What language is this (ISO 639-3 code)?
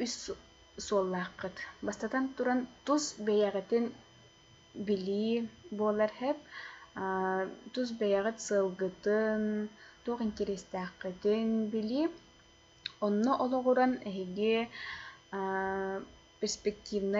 sah